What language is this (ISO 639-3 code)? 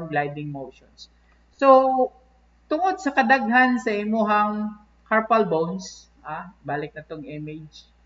ceb